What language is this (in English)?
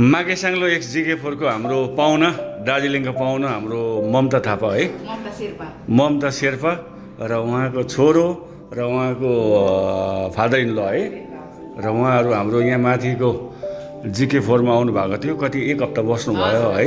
Nepali